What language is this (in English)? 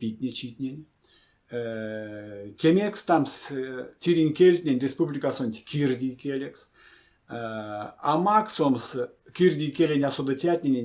Erzya